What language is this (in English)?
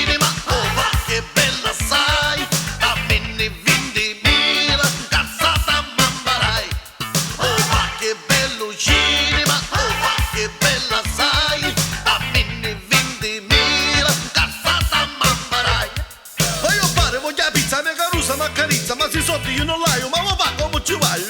Neapolitan